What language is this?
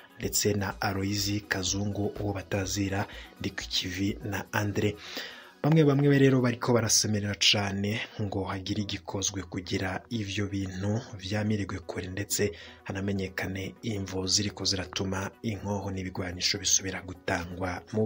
Rundi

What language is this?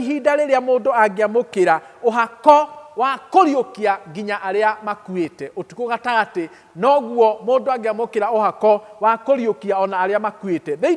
Kikuyu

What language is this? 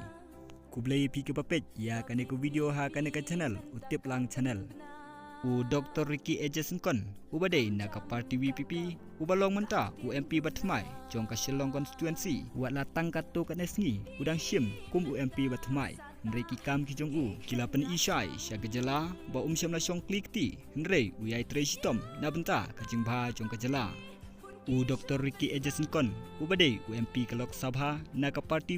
Khasi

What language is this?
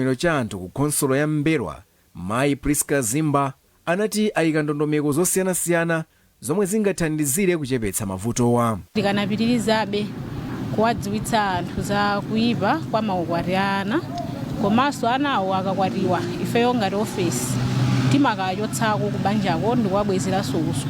Nyanja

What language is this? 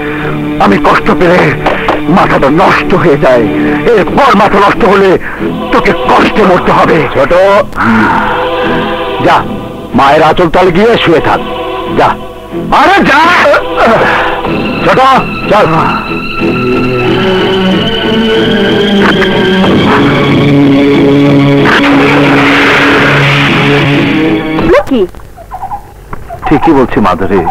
Bangla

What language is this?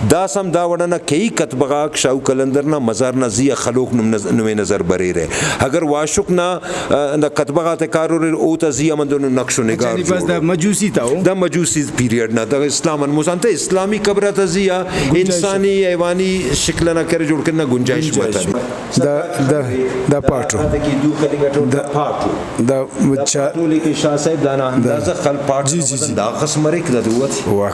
Brahui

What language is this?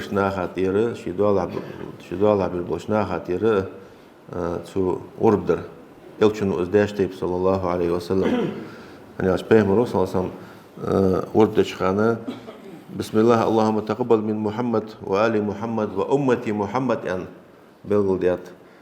Ingush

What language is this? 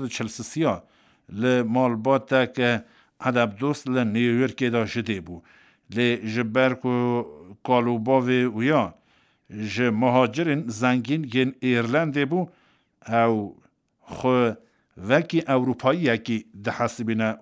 Kurdish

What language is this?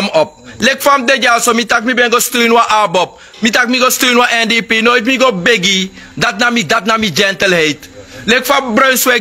Sranan Tongo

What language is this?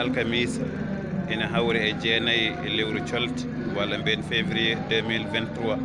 Fula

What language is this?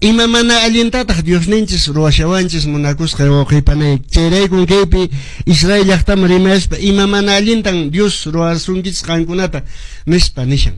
Quechua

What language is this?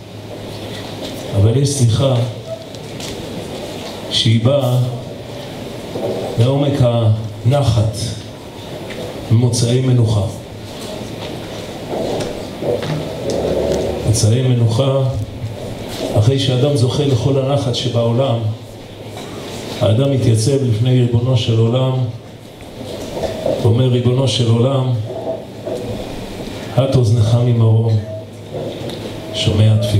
Hebrew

